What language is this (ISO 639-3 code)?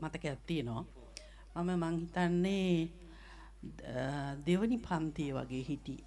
sin